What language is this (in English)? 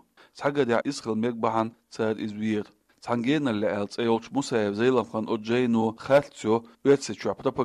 Chechen